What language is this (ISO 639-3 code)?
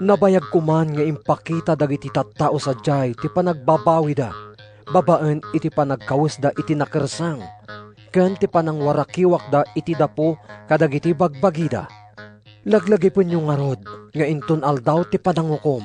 ilo